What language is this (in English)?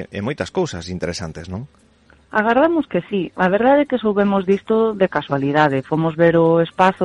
Galician